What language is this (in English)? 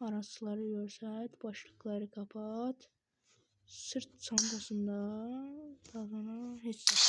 Azerbaijani